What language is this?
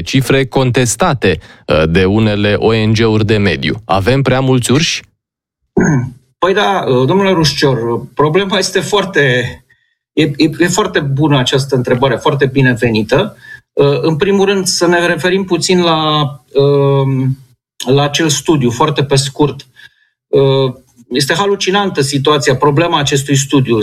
Romanian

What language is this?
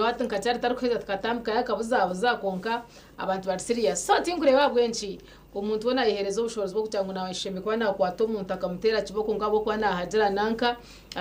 Nyankole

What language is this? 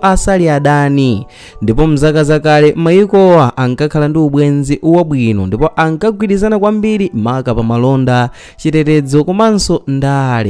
Nyanja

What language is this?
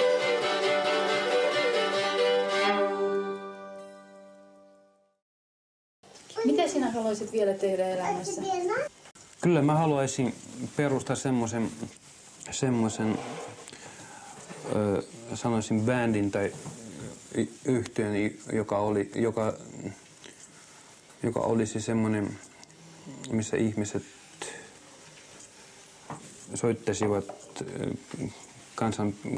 Finnish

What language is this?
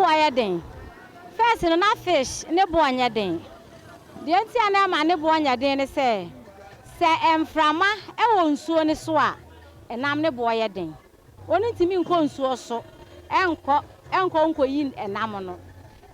Akan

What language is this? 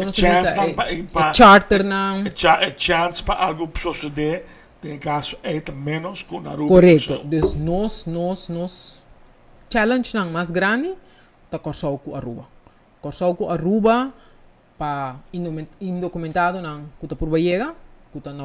Papiamento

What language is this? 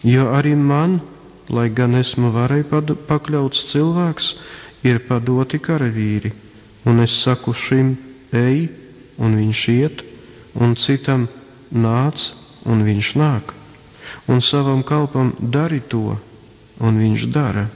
Latvian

